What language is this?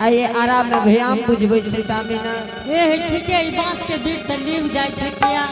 Angika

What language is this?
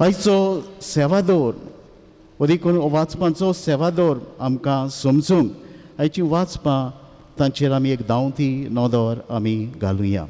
Konkani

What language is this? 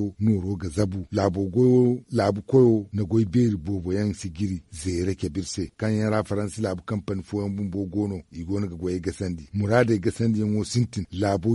Zarma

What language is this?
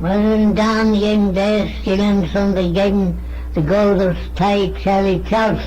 Manx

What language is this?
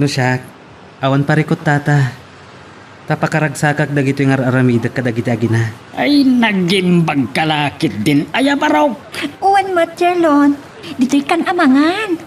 Iloko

